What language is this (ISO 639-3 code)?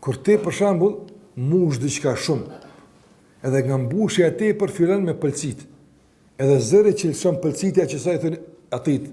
sqi